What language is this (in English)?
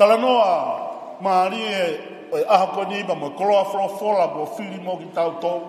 Tongan